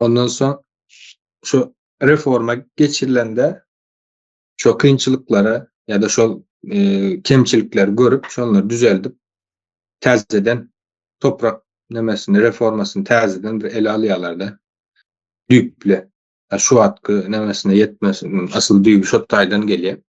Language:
Turkmen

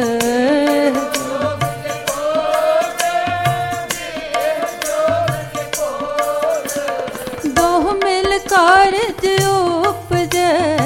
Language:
Hindi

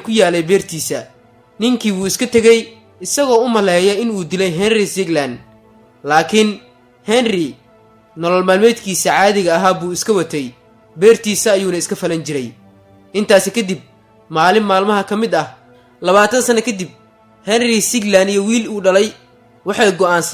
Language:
Somali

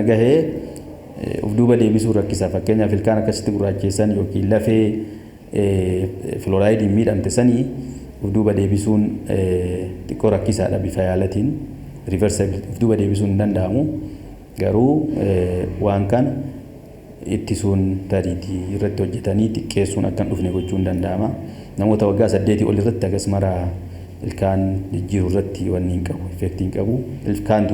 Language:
Oromo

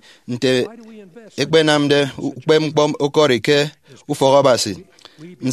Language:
Efik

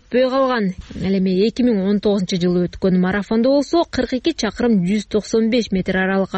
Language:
Kyrgyz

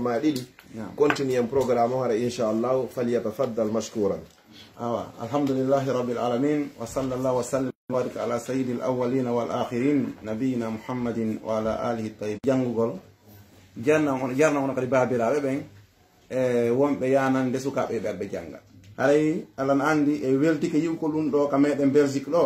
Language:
Pular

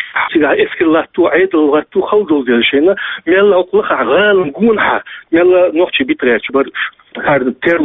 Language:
Chechen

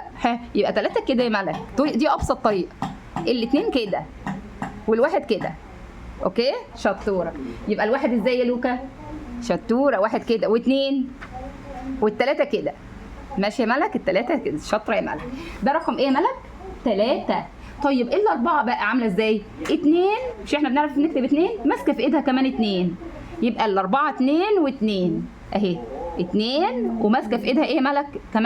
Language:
Egyptian Arabic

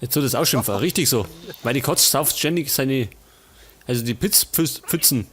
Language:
Bavarian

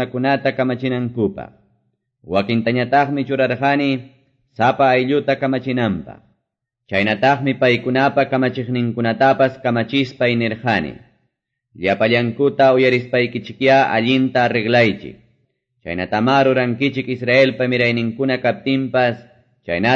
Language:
Quechua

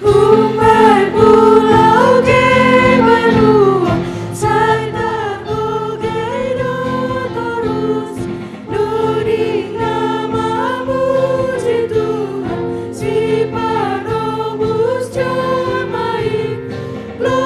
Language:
Batak Simalungun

